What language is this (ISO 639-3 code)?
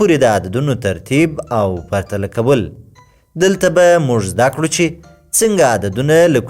pus